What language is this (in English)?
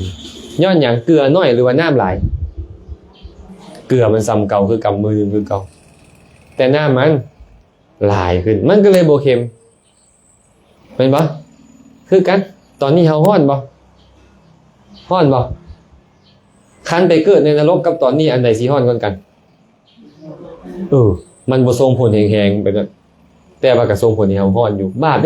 Lao